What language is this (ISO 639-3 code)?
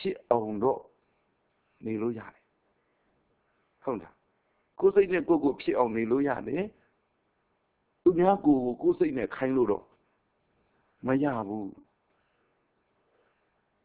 mya